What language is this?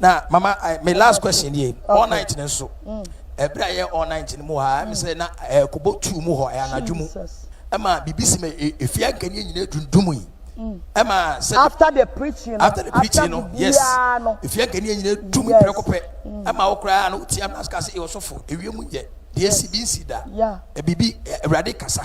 Akan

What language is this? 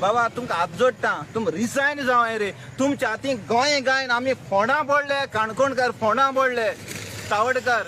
Konkani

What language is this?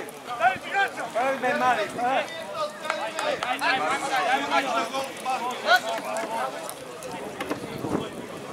Serbian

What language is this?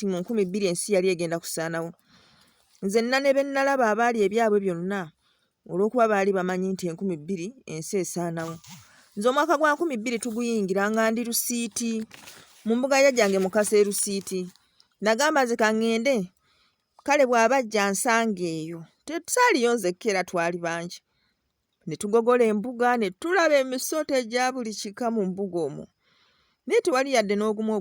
Ganda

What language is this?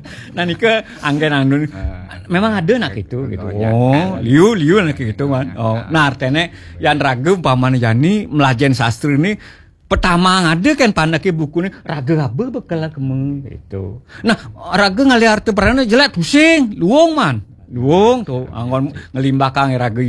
Balinese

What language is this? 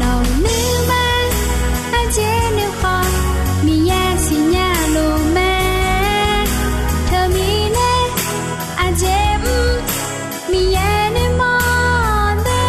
Akha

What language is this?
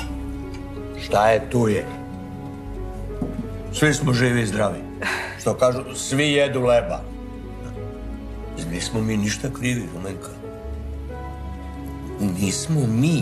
Serbian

